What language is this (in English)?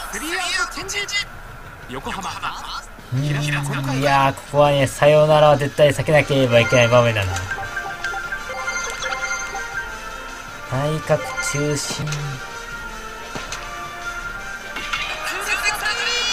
Japanese